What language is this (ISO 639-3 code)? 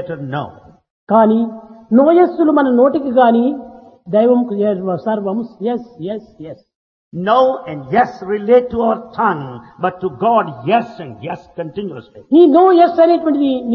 tel